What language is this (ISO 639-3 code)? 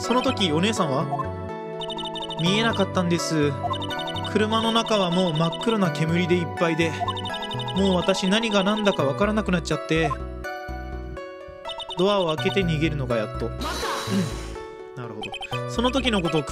jpn